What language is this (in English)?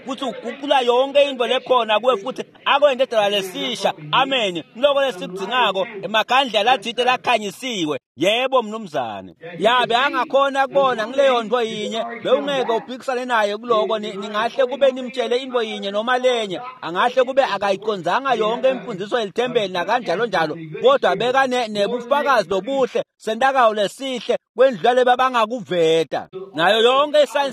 Swati